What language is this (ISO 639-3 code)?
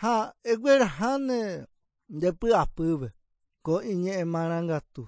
grn